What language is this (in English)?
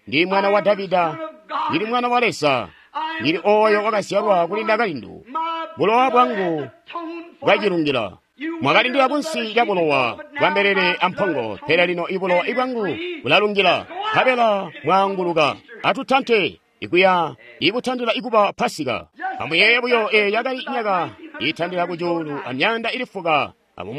Tonga (Zambia)